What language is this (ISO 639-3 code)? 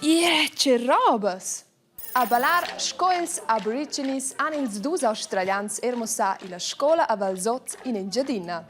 roh